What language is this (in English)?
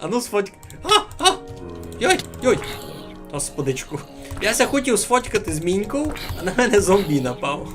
Rusyn